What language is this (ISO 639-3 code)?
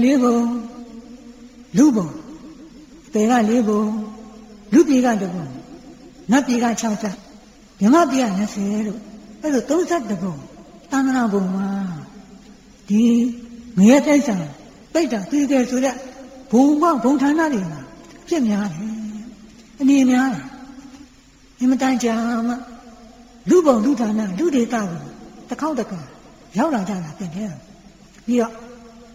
mya